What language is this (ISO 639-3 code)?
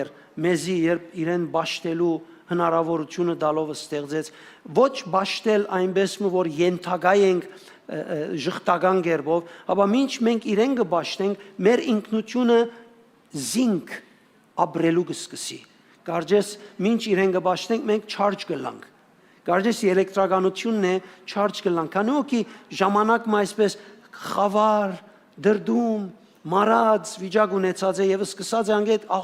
hyw